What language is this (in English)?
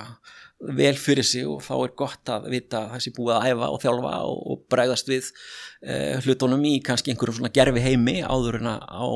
Icelandic